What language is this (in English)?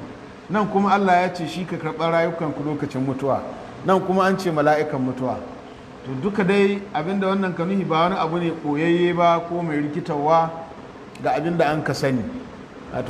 Hausa